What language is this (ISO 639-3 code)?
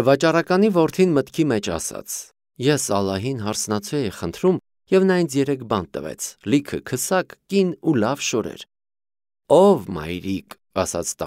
hye